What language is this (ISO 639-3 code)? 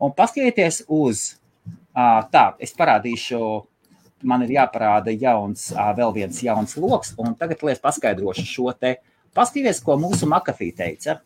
lav